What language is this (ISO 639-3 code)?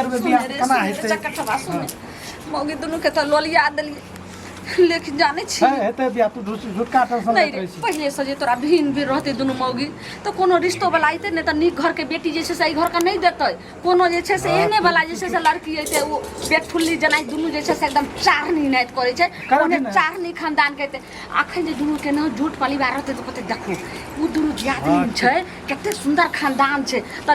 mai